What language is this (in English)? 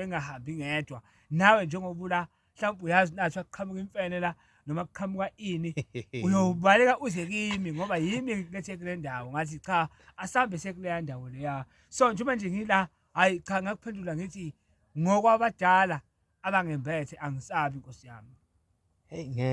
Zulu